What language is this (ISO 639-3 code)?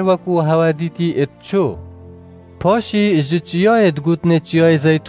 kur